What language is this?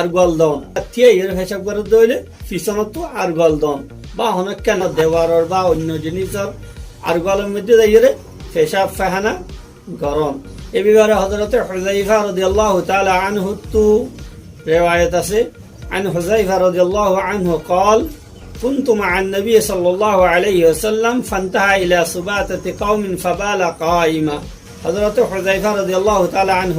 Rohingya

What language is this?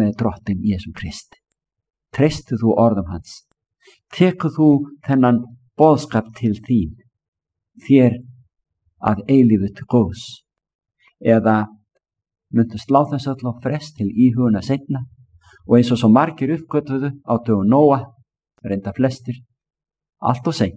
Icelandic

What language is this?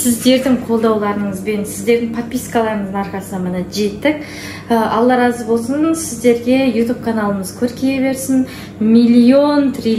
Kazakh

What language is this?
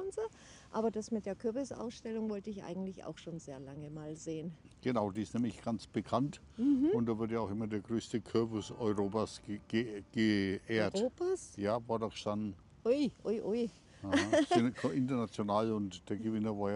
German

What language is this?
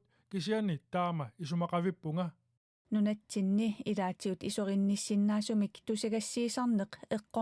Kalaallisut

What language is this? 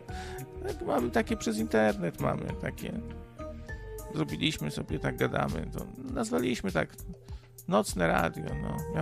Polish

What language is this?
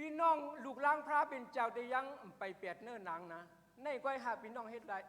Shan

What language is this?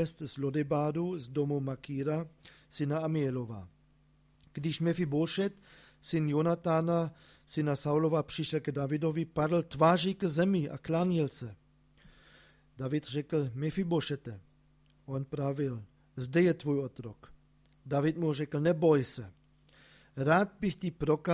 Czech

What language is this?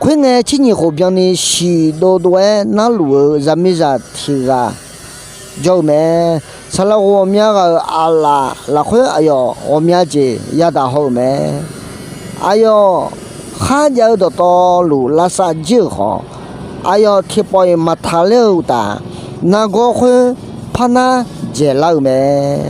Akha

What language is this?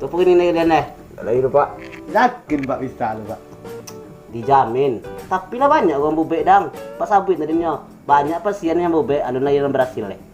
Minangkabau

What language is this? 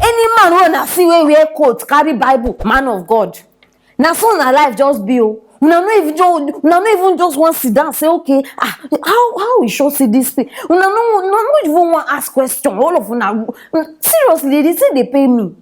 Nigerian Pidgin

